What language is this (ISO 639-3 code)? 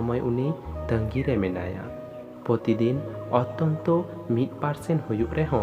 sat